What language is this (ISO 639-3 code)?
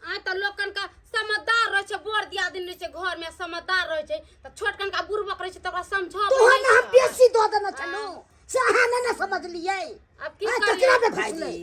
mai